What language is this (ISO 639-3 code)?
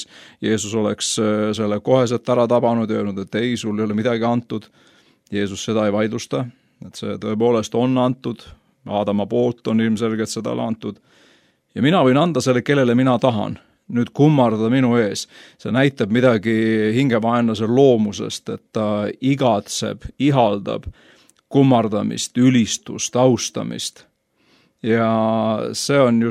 est